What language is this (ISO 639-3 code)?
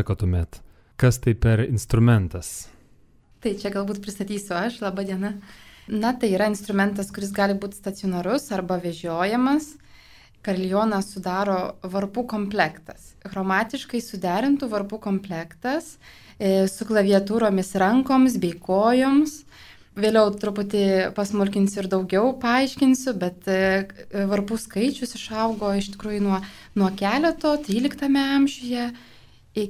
lit